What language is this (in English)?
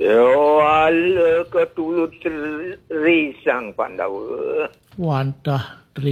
Balinese